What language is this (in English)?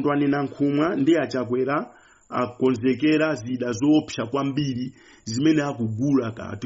Nyanja